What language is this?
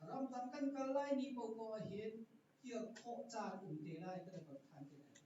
Hakha Chin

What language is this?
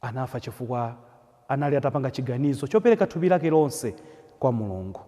Nyanja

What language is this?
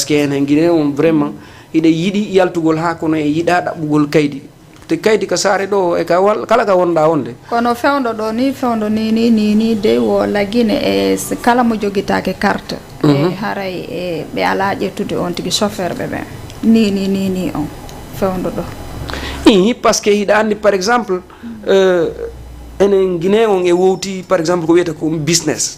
Fula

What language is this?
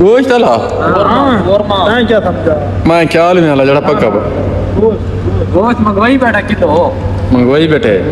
Saraiki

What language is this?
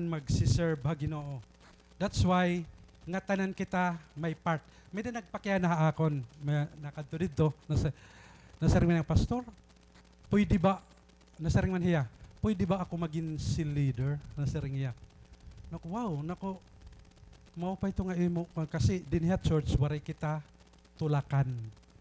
Waray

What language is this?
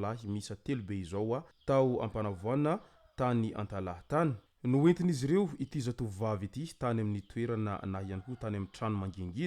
Malagasy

